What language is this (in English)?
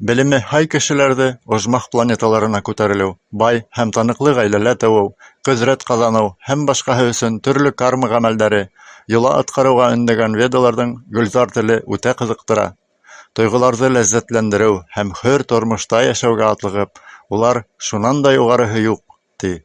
Bashkir